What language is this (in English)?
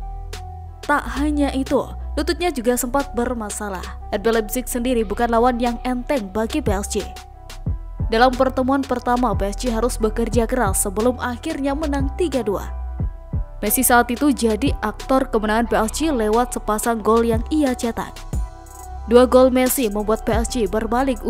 Indonesian